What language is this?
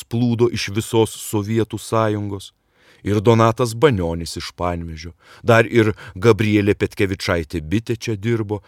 Lithuanian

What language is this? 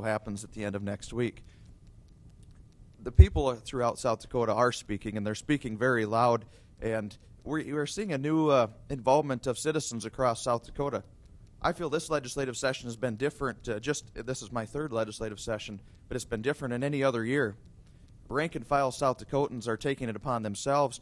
English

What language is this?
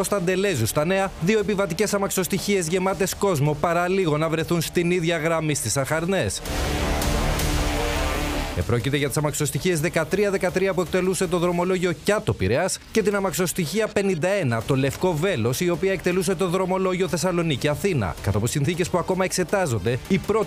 Greek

